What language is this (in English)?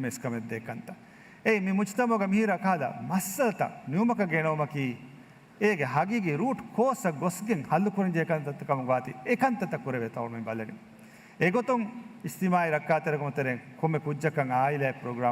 Divehi